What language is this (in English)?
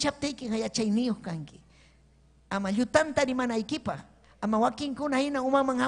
Ayacucho Quechua